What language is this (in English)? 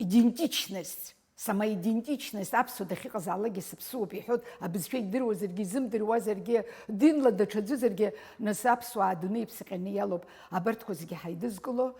Abkhazian